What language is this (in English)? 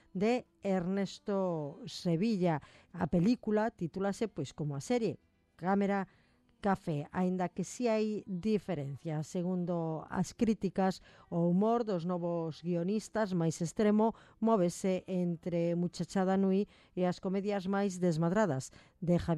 Galician